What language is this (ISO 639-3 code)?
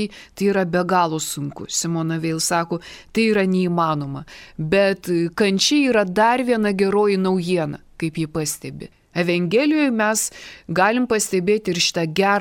lit